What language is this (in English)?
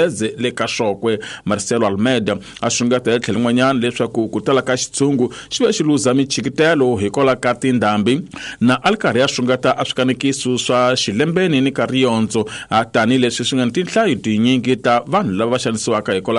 Tsonga